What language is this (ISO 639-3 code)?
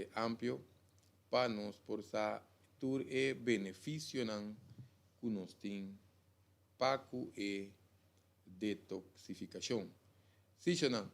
pap